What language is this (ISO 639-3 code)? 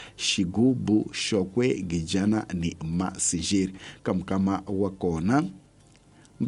tso